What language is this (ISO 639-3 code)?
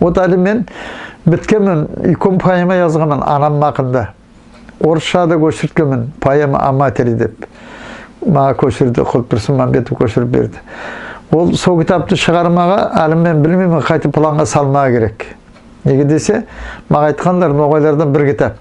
nog